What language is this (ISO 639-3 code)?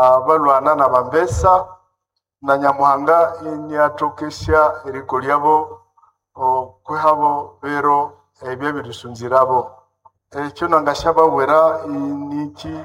nnb